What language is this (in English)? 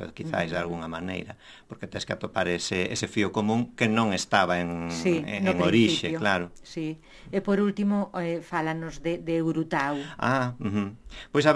Galician